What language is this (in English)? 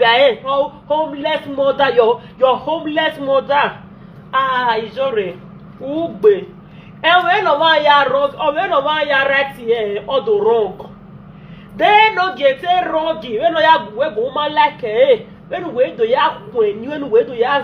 Nigerian Pidgin